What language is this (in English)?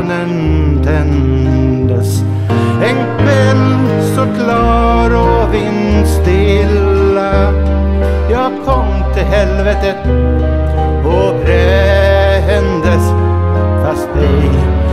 Swedish